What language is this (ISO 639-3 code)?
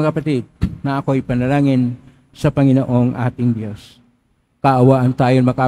fil